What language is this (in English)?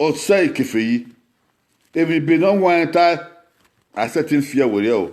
Bini